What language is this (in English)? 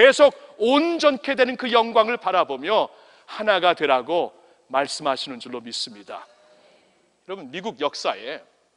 Korean